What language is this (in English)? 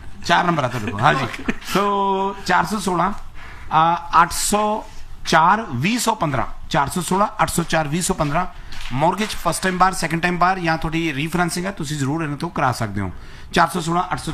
Punjabi